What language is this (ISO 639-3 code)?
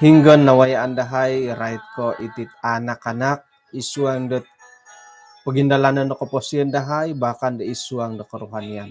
dtp